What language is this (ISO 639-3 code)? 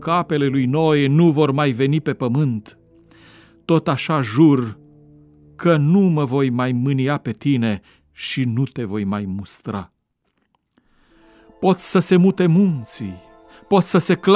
ron